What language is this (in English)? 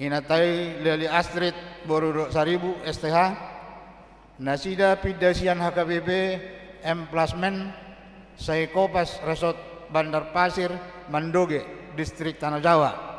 Batak Toba